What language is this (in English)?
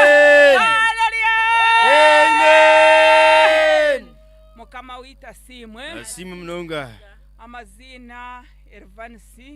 Nyankole